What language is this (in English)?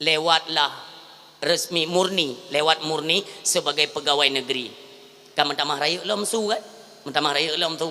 Achinese